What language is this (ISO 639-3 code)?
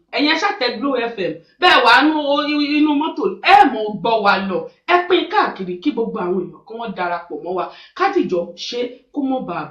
yor